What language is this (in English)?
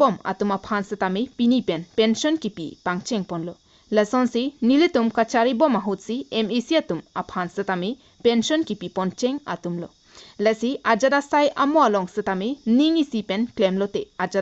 Karbi